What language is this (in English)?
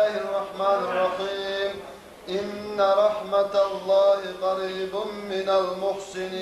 Kumyk